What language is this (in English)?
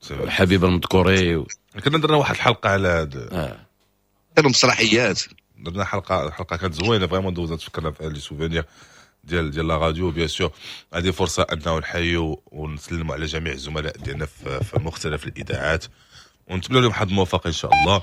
Moroccan Arabic